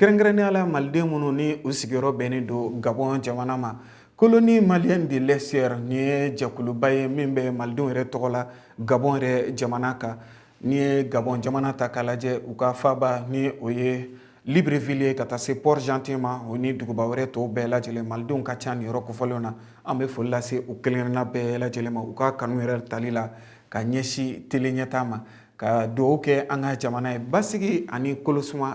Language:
Bambara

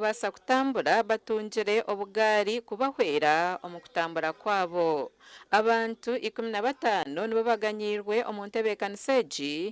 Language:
Nyankole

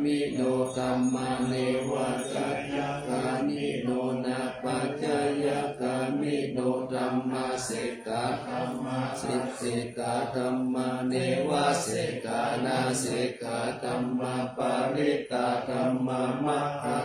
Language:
Pali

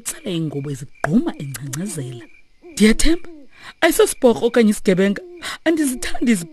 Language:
Xhosa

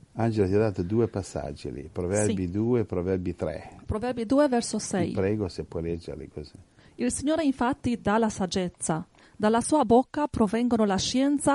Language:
Italian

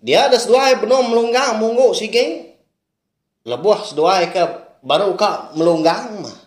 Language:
Iban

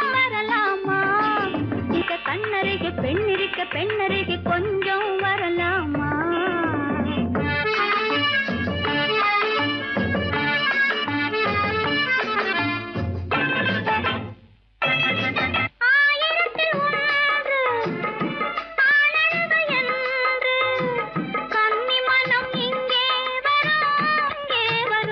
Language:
Tamil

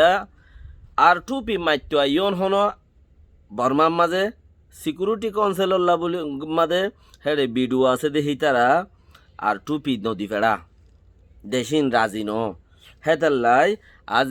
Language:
Rohingya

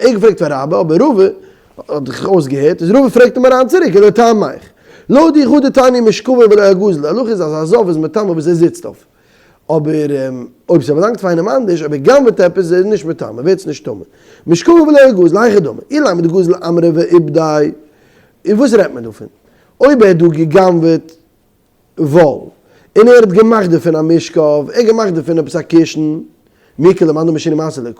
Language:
Yiddish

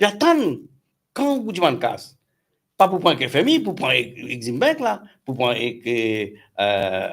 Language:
Morisyen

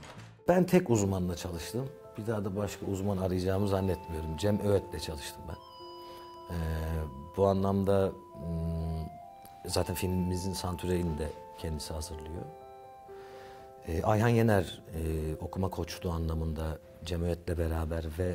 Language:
Turkish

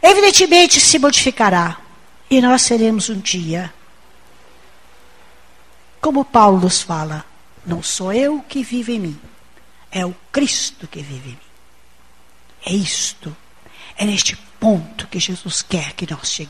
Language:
Portuguese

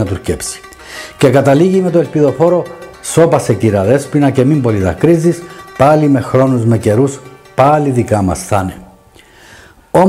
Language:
Greek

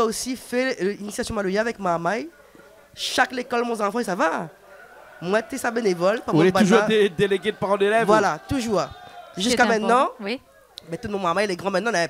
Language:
Réunion Creole French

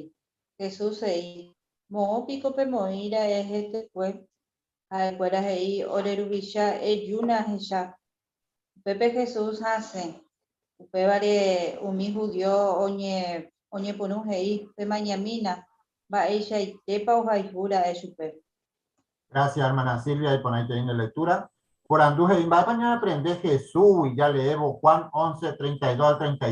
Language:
Guarani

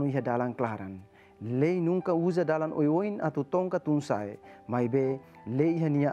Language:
Tetum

